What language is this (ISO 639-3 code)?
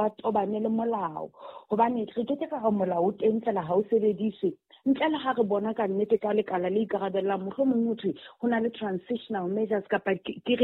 sot